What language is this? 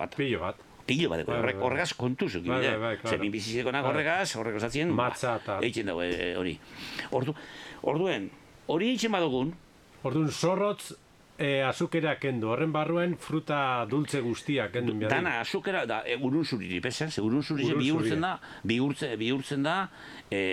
Basque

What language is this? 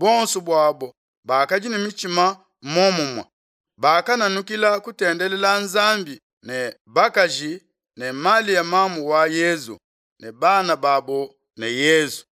Luba-Lulua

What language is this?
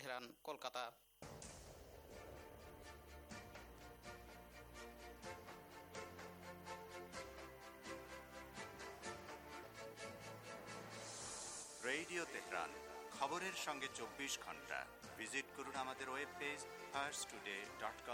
Bangla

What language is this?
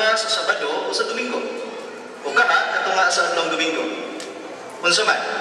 Cebuano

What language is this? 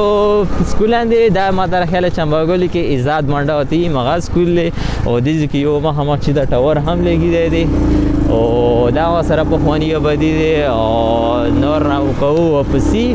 Pashto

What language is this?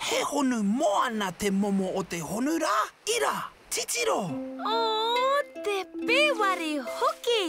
Māori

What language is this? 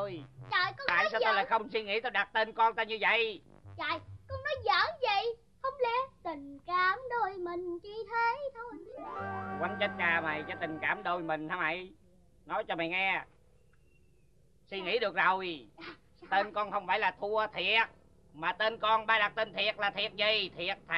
Vietnamese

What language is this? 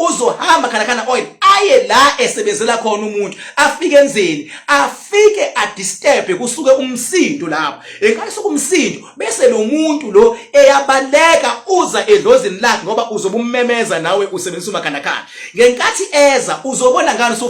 Zulu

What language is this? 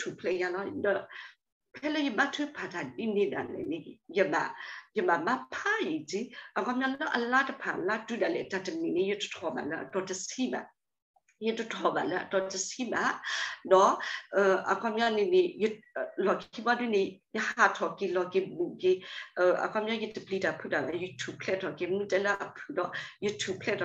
S'gaw Karen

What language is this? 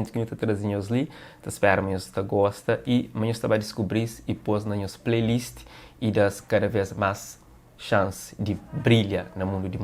Kabuverdianu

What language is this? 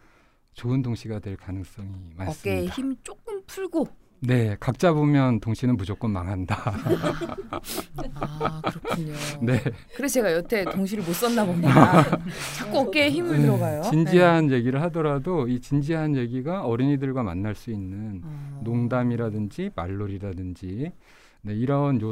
Korean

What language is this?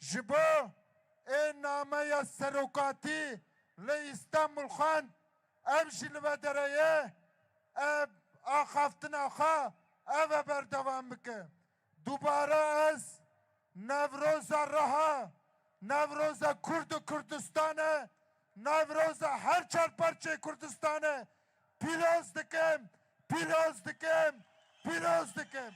Kurdish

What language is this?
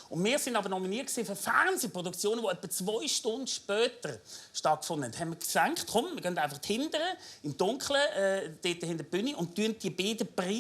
Swiss German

